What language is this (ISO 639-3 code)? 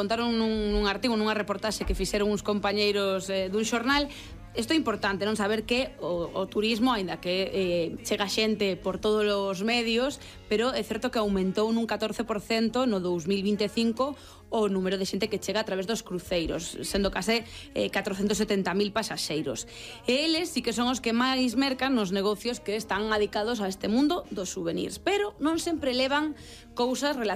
glg